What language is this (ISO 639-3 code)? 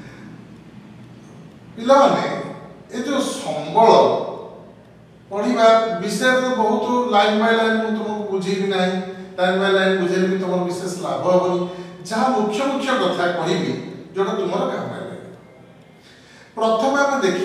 ori